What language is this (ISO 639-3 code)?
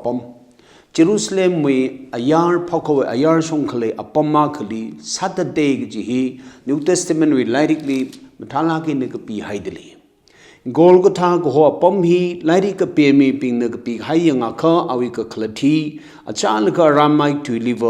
nmf